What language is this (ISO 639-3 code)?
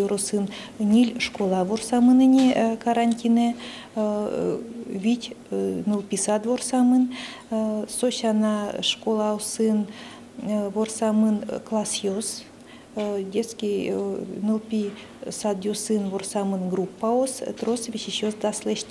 udm